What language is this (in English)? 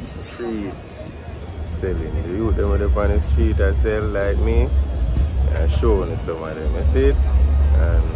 Jamaican Creole English